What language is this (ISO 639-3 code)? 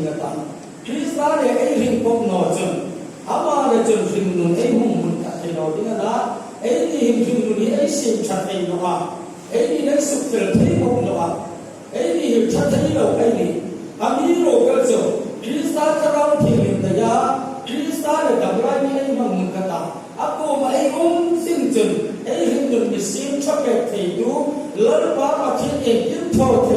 hmr